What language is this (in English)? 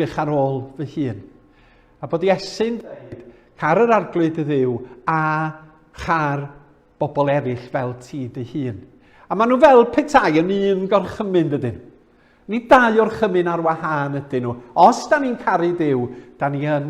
Welsh